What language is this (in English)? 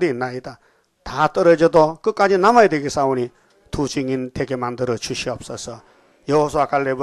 Korean